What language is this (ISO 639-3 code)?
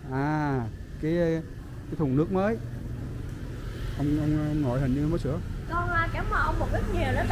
vie